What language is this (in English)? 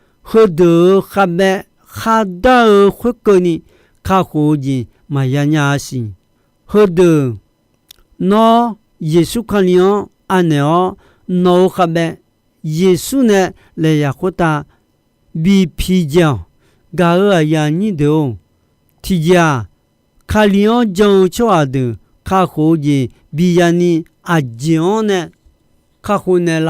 Akha